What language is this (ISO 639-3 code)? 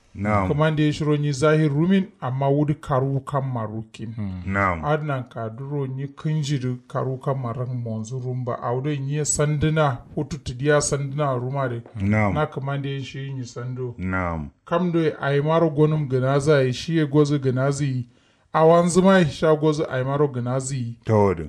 kau